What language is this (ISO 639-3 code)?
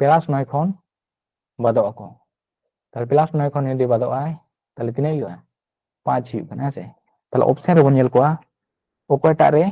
sat